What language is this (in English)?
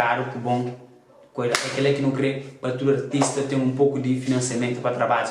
Kabuverdianu